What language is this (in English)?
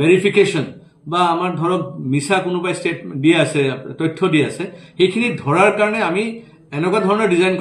Assamese